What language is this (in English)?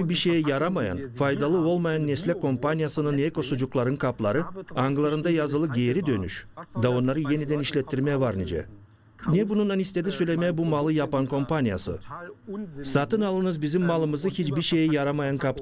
Gagauz